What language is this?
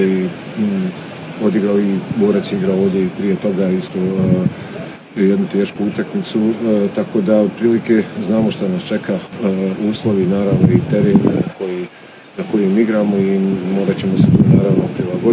Bosnian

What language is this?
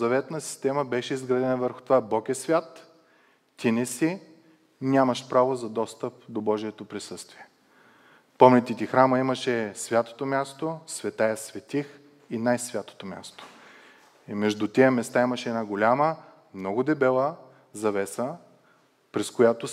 Bulgarian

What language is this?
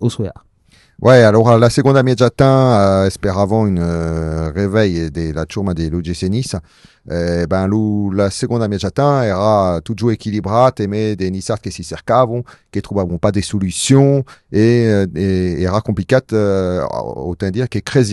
Occitan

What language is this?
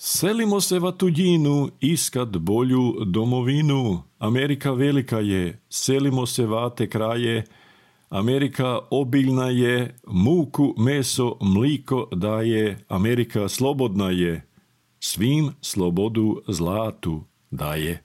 Serbian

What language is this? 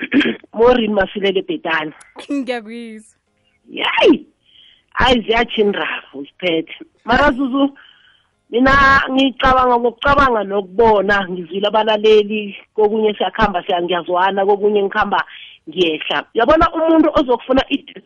South Ndebele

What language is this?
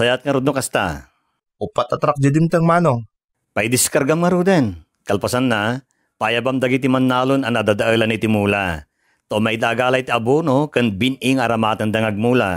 Iloko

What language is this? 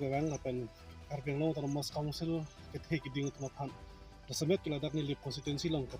Karbi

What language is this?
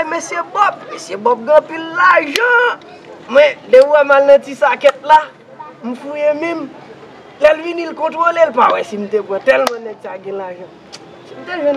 Haitian Creole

